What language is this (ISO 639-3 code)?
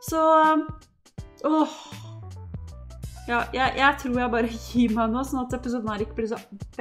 nor